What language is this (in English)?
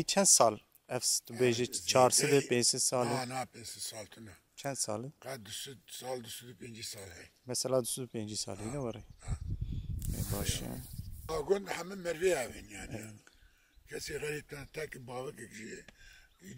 Kurdish